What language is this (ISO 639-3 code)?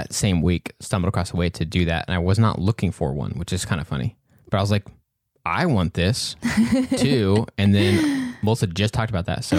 eng